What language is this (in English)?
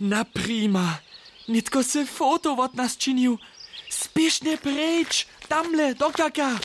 Upper Sorbian